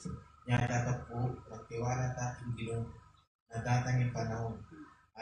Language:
Pampanga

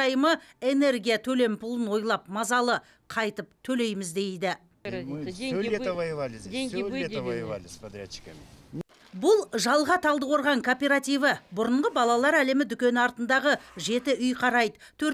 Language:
Kazakh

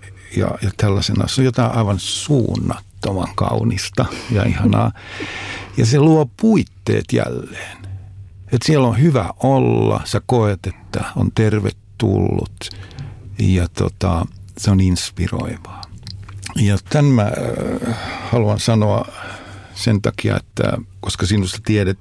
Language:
Finnish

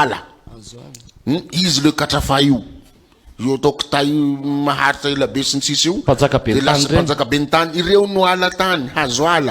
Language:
Malagasy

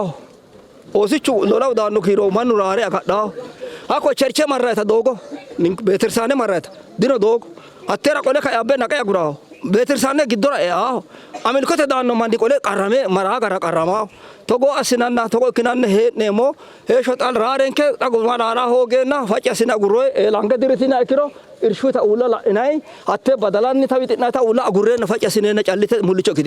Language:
Sidamo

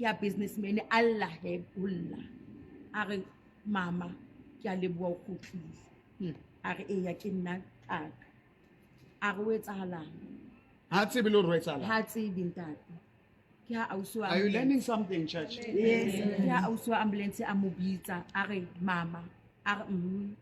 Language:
Southern Sotho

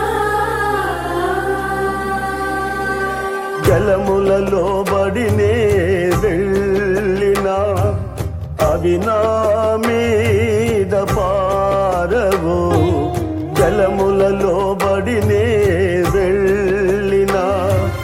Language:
Telugu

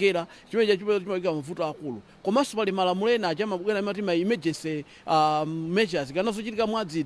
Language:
Nyanja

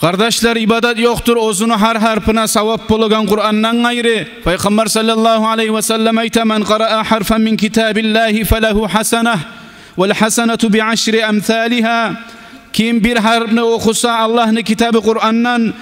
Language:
Kumyk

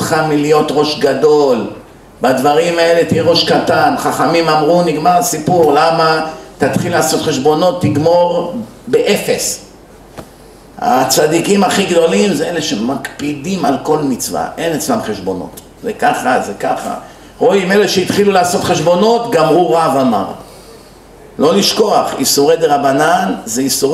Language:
Hebrew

